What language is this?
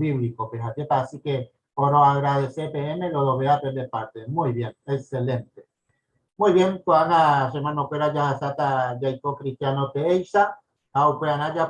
Guarani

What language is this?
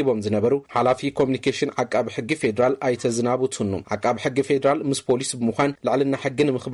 Tigrinya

